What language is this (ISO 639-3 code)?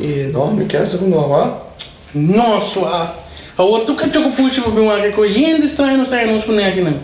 pap